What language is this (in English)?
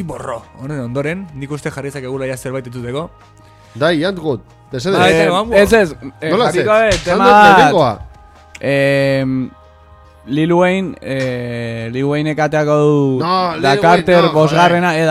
Basque